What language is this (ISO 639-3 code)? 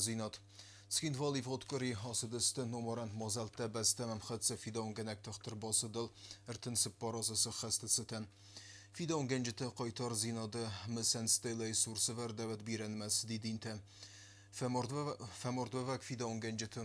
oss